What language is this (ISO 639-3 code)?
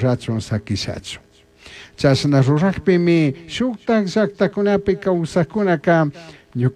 qug